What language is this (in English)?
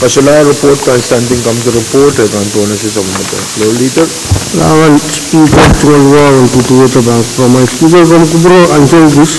Pohnpeian